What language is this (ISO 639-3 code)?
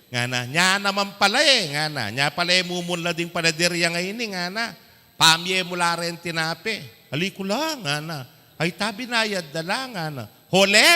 pam